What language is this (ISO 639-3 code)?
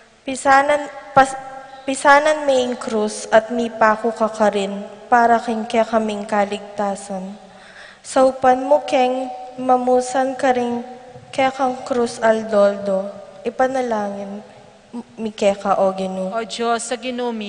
pam